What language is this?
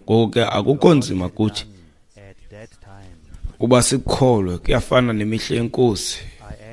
Xhosa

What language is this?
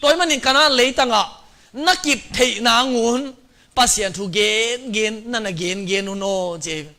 Tedim Chin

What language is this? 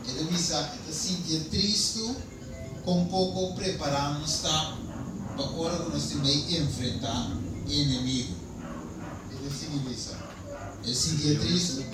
Papiamento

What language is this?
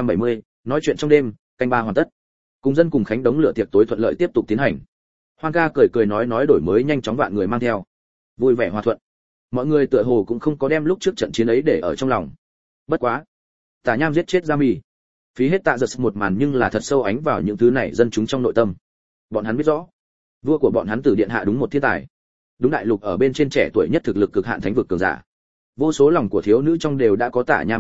Vietnamese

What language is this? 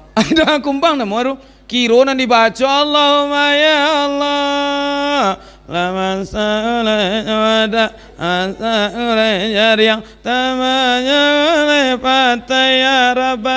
Minangkabau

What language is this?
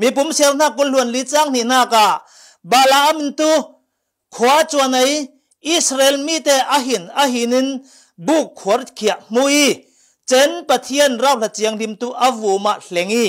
Falam Chin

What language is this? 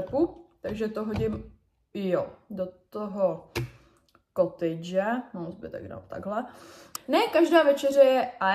Czech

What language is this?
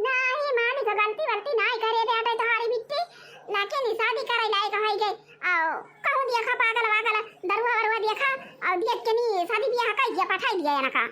Awadhi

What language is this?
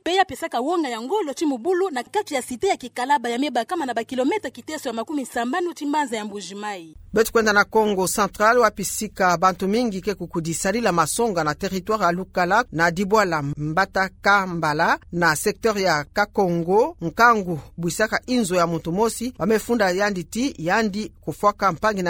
Kituba (Democratic Republic of Congo)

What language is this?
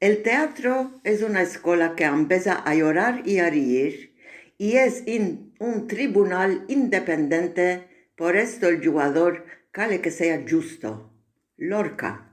Ladino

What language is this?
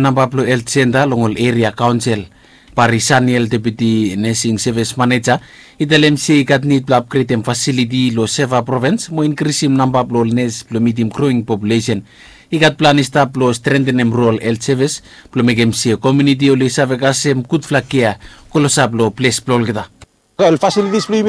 Bislama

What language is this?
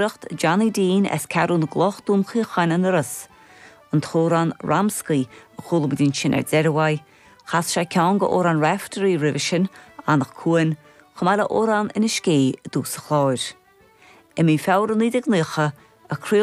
Irish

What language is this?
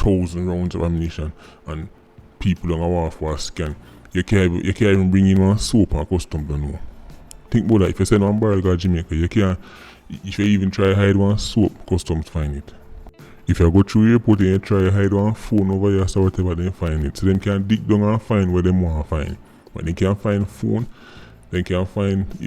Jamaican Creole English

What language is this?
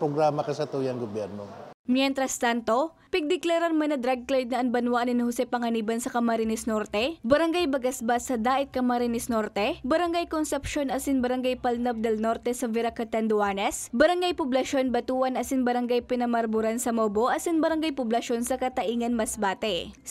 Bikol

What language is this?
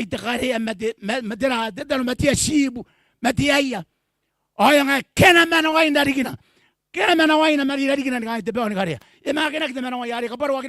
Gilbertese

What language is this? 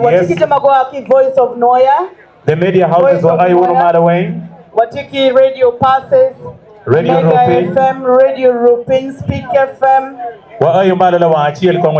Acoli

